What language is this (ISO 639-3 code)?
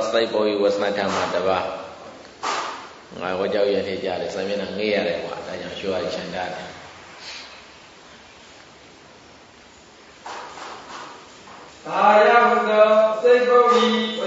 mya